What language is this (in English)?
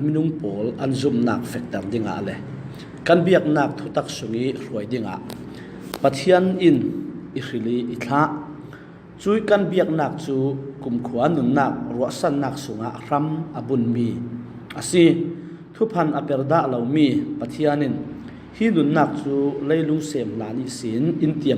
Falam Chin